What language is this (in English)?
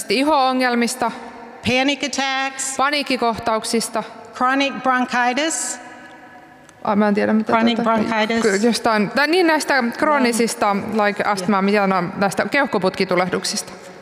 Finnish